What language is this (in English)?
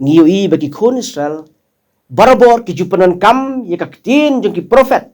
Khasi